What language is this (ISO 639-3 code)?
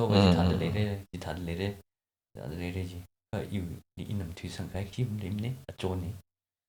nmf